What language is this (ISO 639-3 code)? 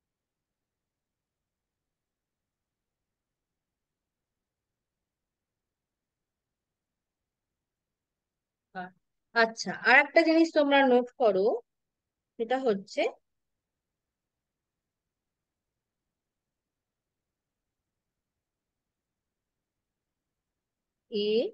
ben